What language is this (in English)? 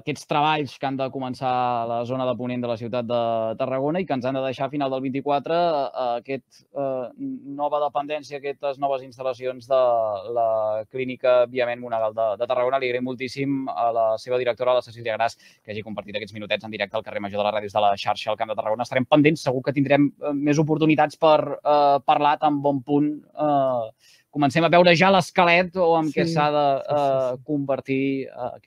Catalan